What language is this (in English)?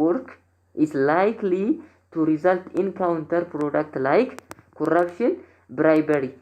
Oromo